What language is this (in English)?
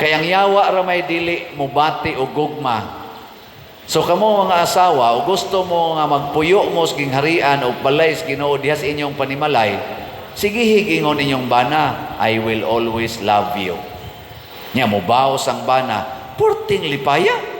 Cebuano